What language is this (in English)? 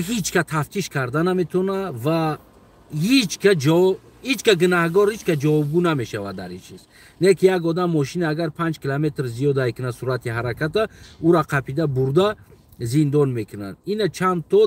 Tajik